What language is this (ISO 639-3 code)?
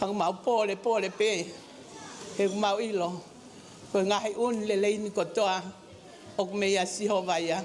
ton